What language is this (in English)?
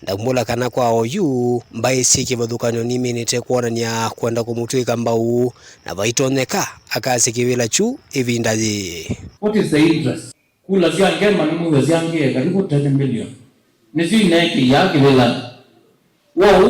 Kamba